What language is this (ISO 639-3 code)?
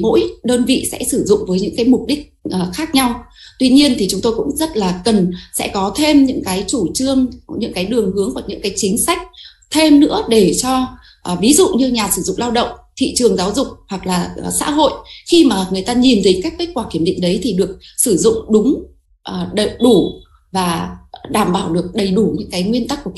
vie